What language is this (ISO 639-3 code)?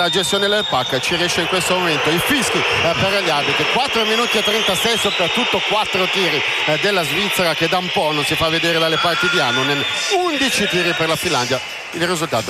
ita